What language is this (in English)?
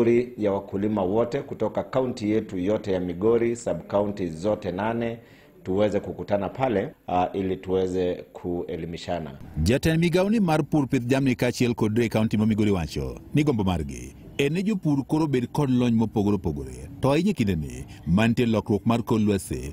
Luo (Kenya and Tanzania)